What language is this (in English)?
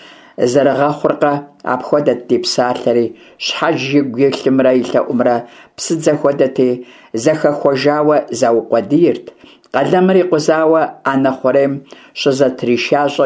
Kabardian